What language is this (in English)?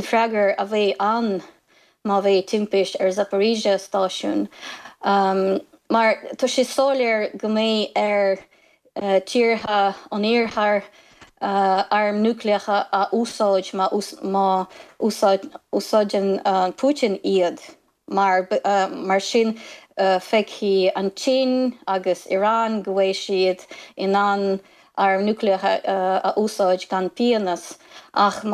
Irish